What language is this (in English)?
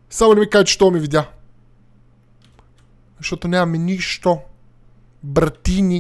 Bulgarian